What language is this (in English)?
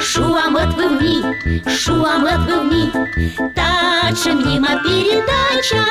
Komi